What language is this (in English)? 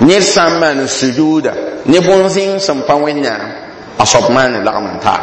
Mossi